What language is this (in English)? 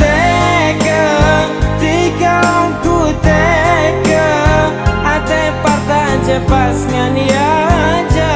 Madurese